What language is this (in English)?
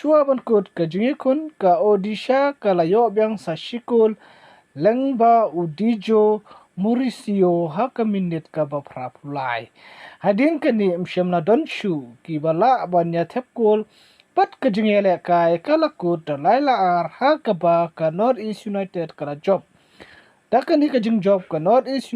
Khasi